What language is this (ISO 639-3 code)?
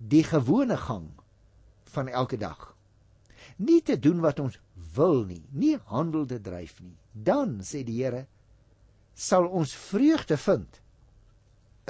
afr